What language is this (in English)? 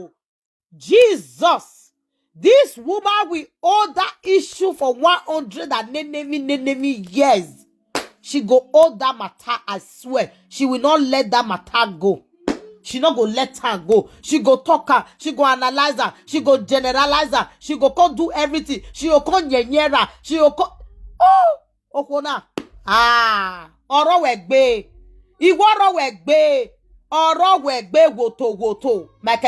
Nigerian Pidgin